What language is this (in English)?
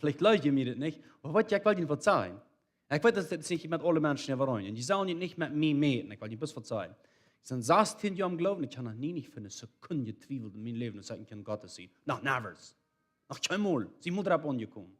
Plautdietsch